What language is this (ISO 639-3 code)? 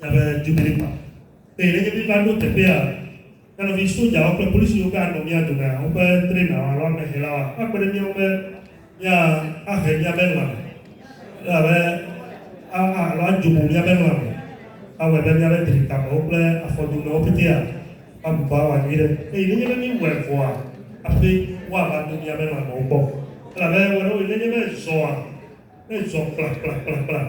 ewe